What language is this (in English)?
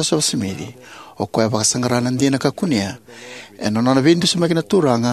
Fijian